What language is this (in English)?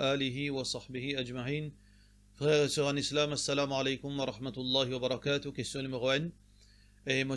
Morisyen